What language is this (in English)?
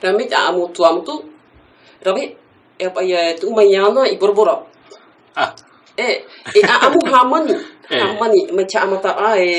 Tahitian